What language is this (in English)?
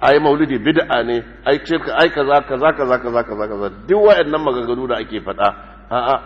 Hausa